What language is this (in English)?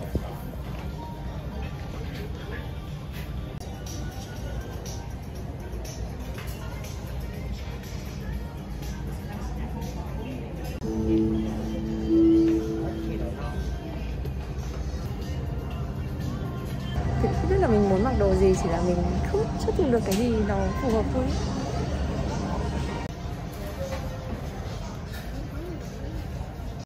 Vietnamese